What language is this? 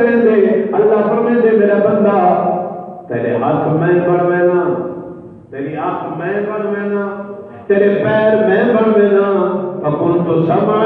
Saraiki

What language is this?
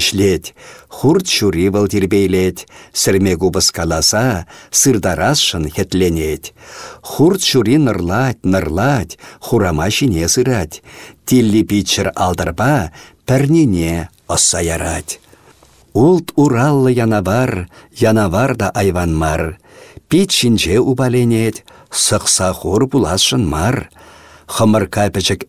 Chuvash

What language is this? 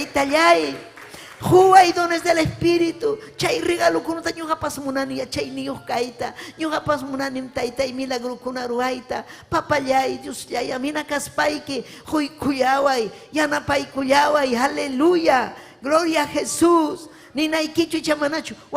Ayacucho Quechua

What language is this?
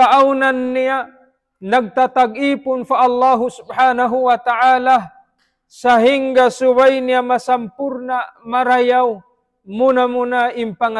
Tausug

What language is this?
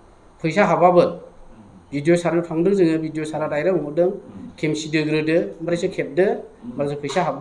Bodo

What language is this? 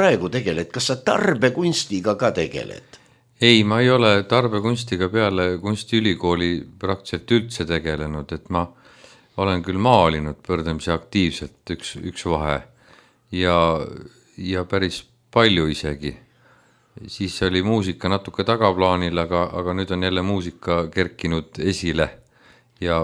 Estonian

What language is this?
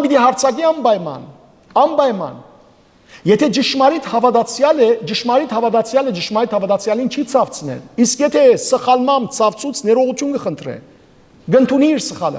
Western Armenian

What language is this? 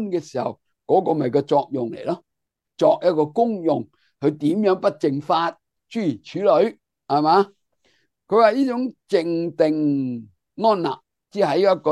Cantonese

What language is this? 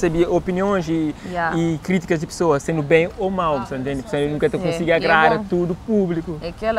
Kabuverdianu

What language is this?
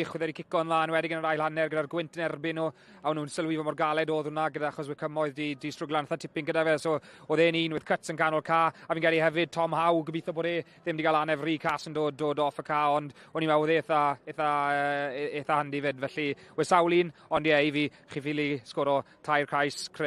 Welsh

